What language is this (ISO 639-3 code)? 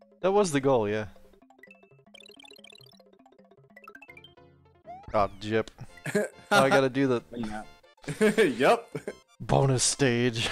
eng